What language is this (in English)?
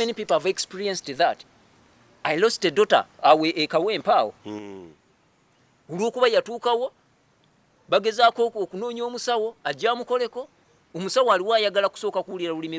Ganda